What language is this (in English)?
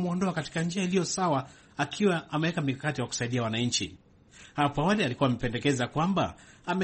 Swahili